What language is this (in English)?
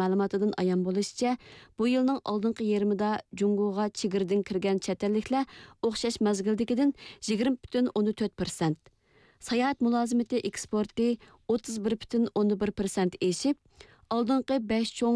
Uyghur